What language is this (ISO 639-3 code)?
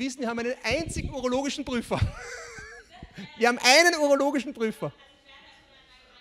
deu